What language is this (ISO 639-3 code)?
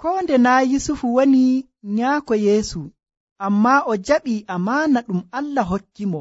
fuv